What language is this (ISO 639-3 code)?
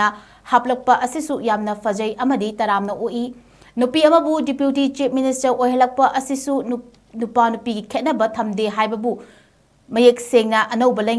mni